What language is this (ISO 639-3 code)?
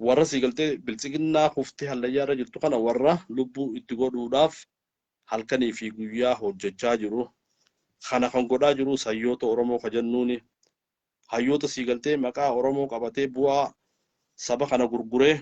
orm